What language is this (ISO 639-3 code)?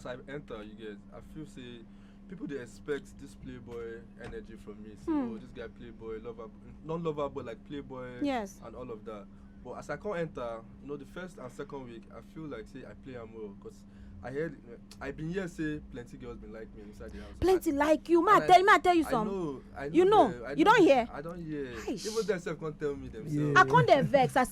pcm